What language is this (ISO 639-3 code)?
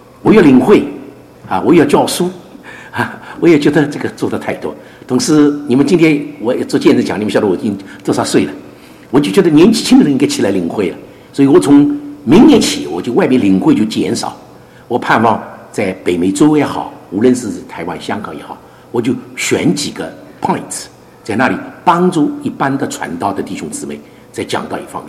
zho